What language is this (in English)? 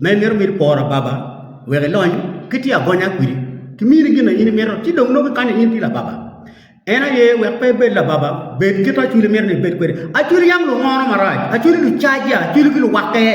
Acoli